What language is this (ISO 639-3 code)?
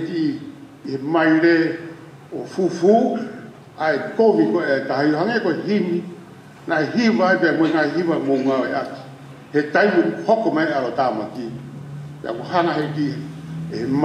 ton